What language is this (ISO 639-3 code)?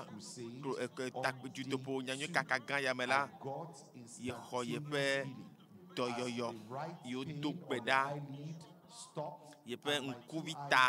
ewe